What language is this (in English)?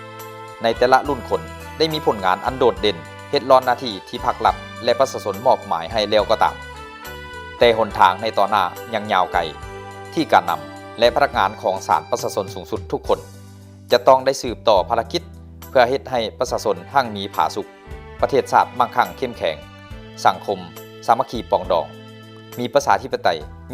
Lao